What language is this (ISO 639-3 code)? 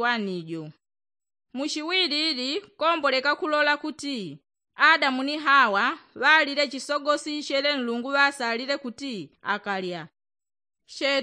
yao